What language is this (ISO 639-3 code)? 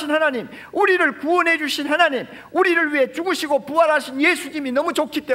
kor